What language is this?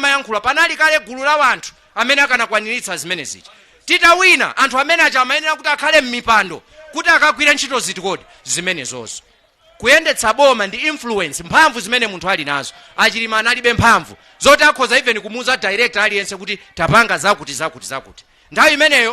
Nyanja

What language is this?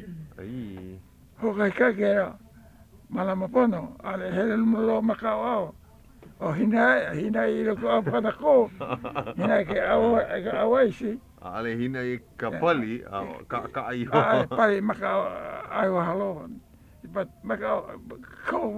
Hawaiian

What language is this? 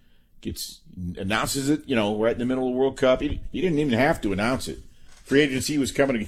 English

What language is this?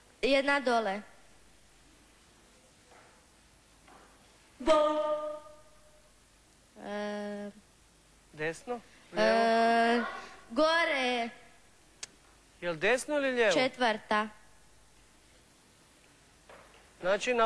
Croatian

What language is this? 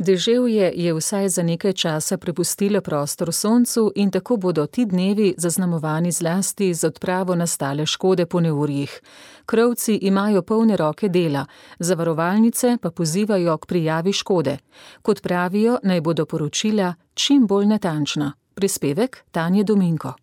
Slovenian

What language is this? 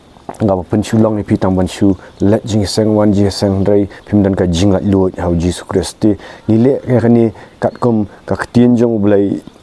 Khasi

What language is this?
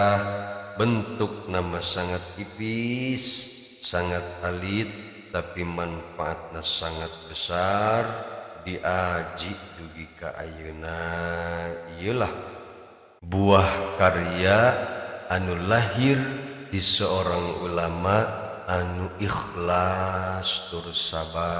Sundanese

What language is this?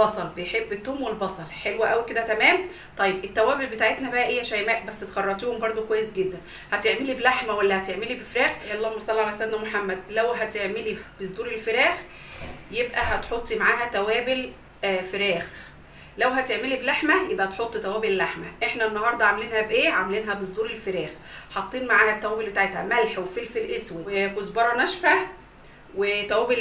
Egyptian Arabic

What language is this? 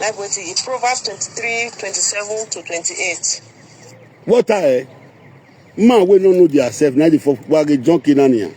Nigerian Pidgin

